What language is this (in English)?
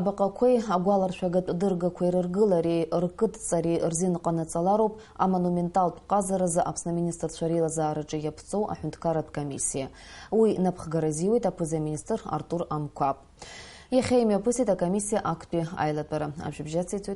Abkhazian